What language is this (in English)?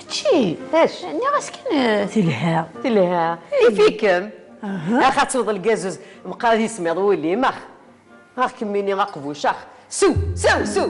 Kabyle